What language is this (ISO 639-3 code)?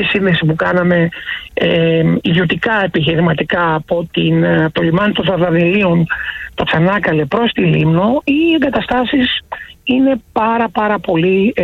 ell